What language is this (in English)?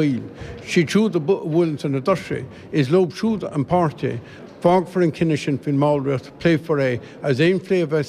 Irish